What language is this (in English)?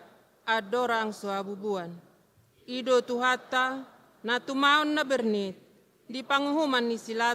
Batak Toba